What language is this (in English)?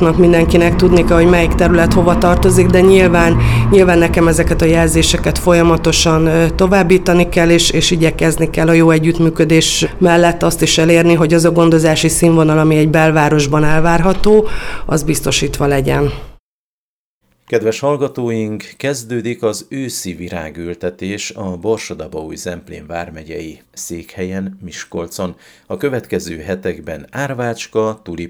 Hungarian